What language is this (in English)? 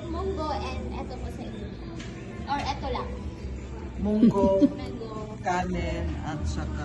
Cebuano